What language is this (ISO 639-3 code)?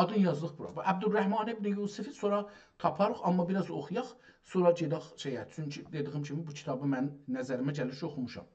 azb